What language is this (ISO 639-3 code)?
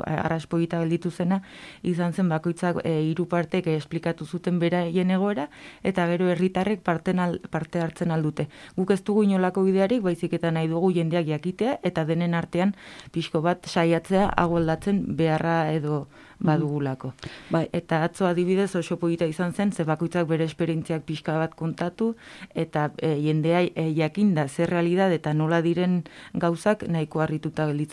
eus